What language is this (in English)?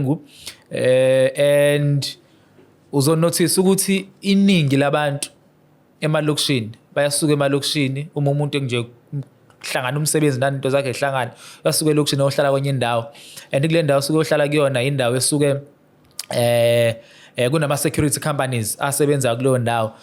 Zulu